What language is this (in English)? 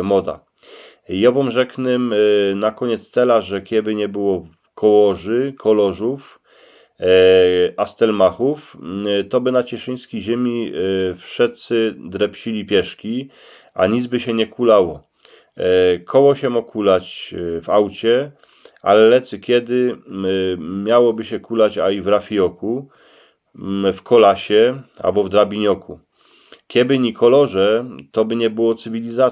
Silesian